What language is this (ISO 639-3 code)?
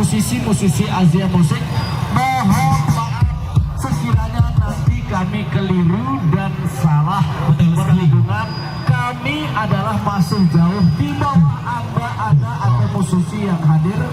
sas